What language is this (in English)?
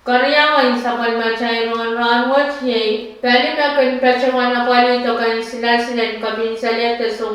Pohnpeian